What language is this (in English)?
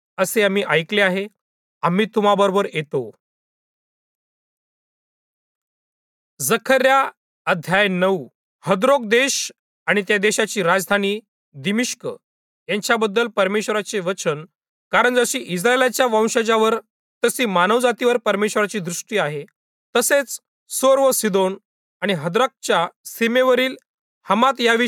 Marathi